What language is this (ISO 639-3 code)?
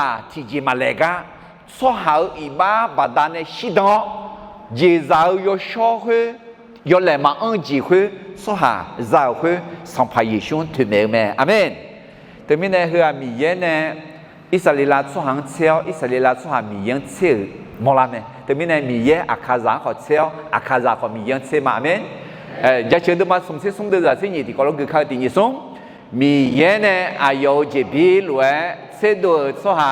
ahk